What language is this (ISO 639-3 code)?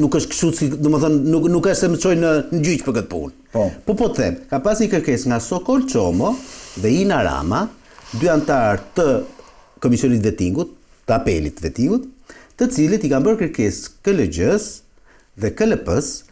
sqi